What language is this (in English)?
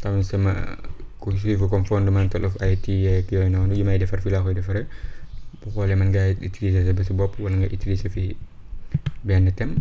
Wolof